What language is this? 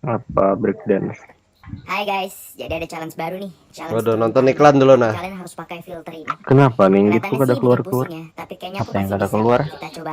Banjar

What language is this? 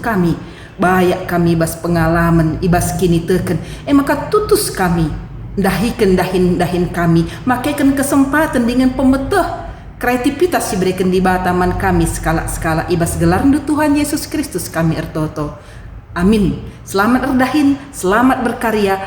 Batak Karo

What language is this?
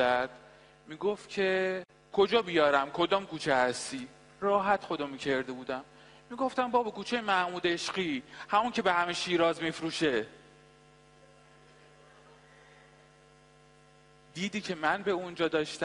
Persian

